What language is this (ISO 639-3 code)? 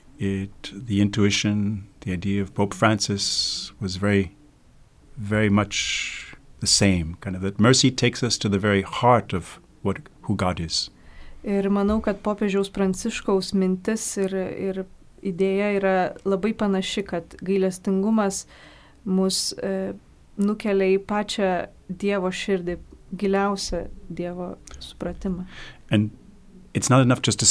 lit